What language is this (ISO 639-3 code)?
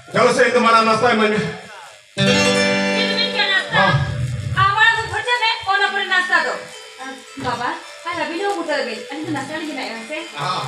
sat